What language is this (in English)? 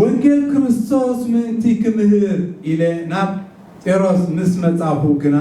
Tigrinya